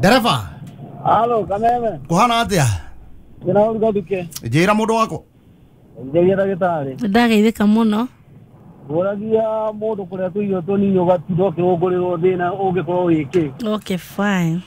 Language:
Kikuyu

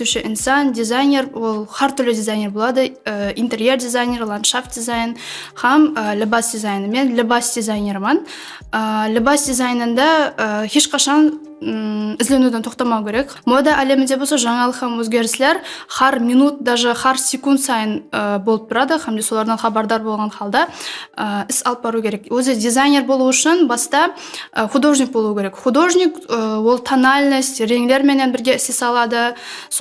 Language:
Kara-Kalpak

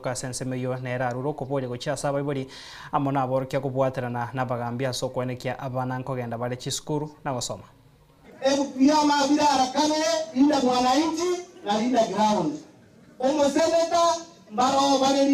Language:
Gusii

